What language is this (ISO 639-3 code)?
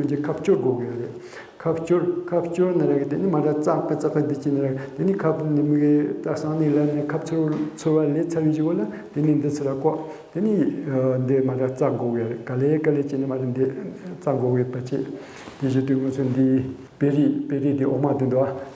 bod